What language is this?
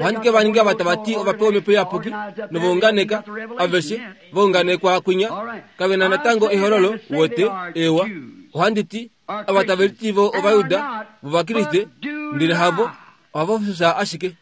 Kuanyama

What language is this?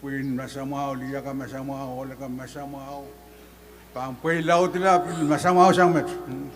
Pohnpeian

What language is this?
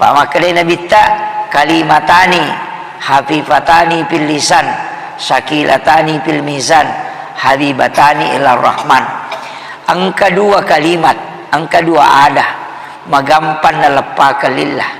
Buginese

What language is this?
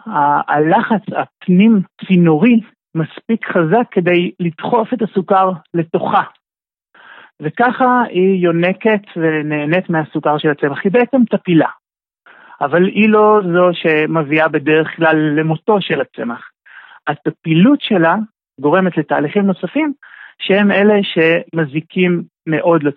Hebrew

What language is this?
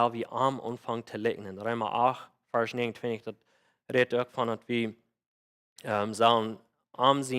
Plautdietsch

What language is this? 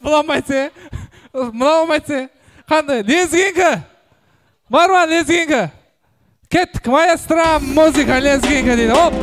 Kara-Kalpak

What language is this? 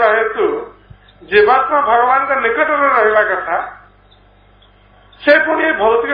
Odia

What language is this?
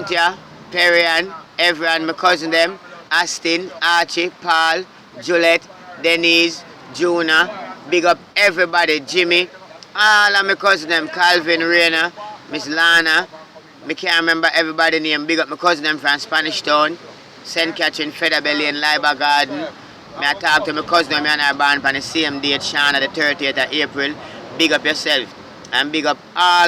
Jamaican Creole English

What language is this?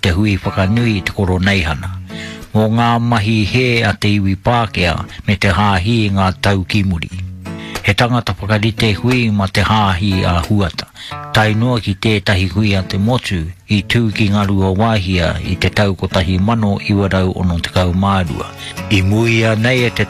Māori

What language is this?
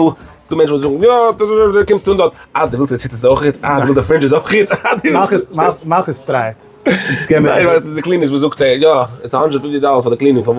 Yiddish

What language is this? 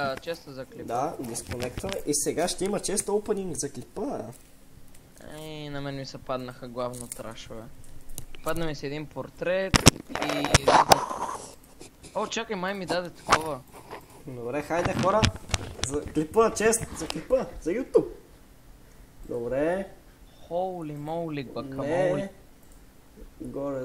Bulgarian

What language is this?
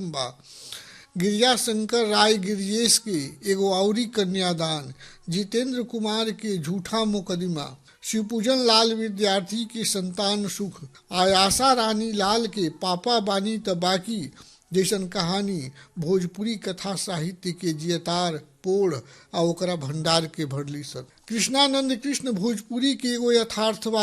Bhojpuri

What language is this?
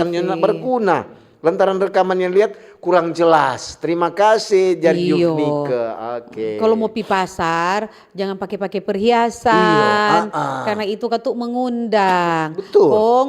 Manado Malay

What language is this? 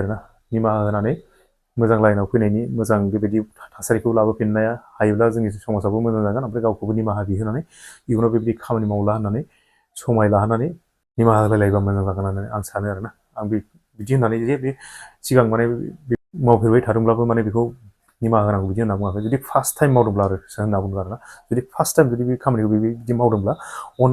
Bodo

